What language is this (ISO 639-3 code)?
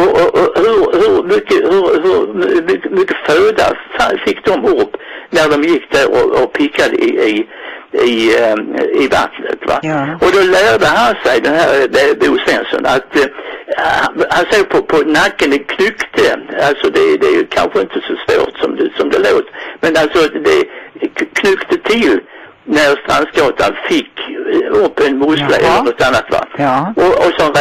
swe